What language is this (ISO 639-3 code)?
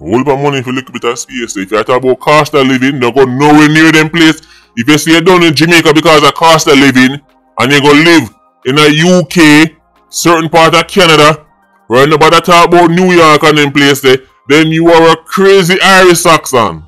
jam